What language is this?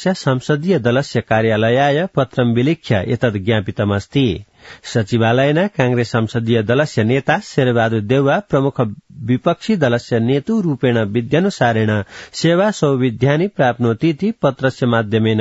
Sanskrit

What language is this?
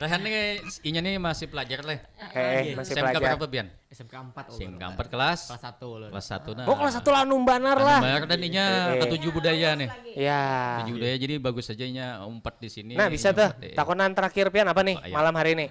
Banjar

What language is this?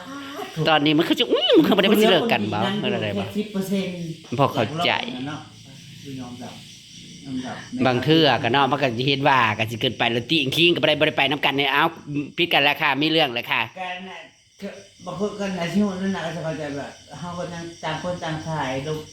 Northeastern Thai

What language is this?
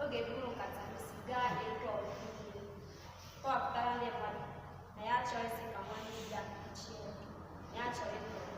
Igbo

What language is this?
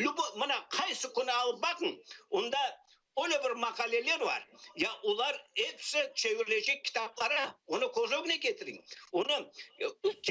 Crimean Tatar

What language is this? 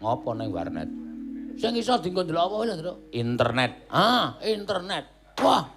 Javanese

